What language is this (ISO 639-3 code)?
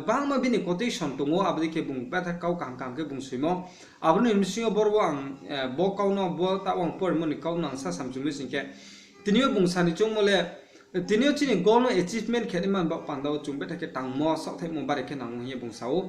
ria